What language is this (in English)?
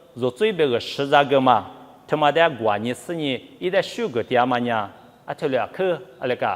Lisu